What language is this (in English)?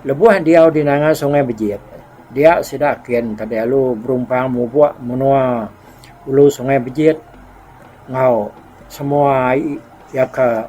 Iban